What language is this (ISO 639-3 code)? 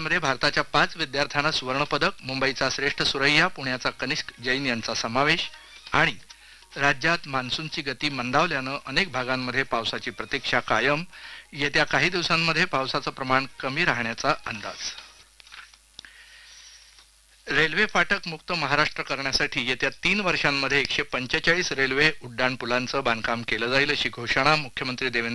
mar